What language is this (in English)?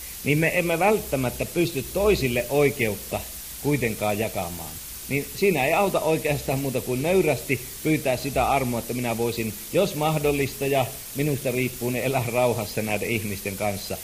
Finnish